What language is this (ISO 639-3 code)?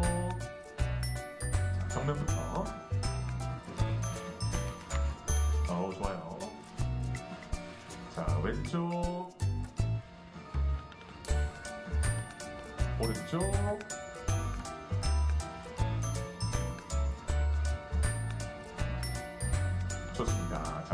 kor